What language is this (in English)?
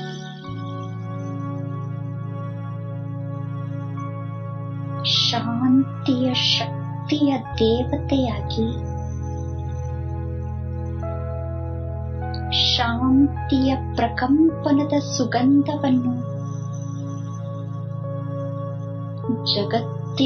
Kannada